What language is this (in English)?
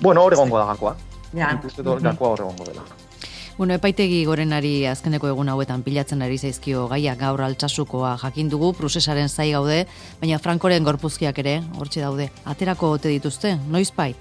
Basque